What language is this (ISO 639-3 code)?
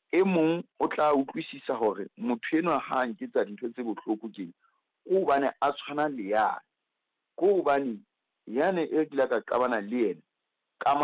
sot